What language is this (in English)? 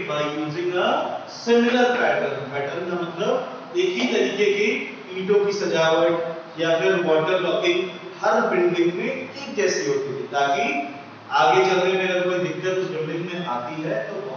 Hindi